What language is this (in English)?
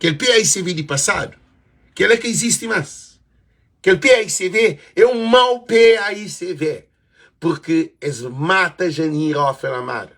Kabuverdianu